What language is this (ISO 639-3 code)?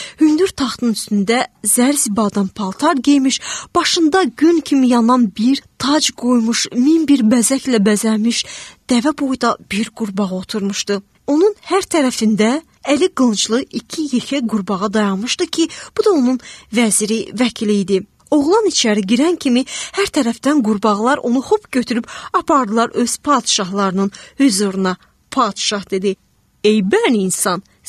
aze